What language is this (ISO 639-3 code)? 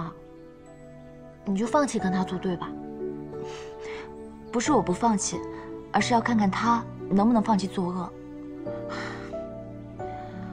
zho